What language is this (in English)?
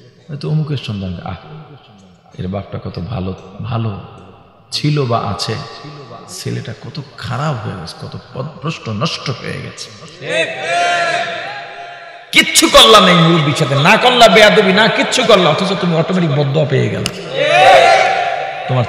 Bangla